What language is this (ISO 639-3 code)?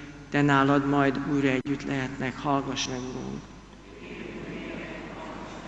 hun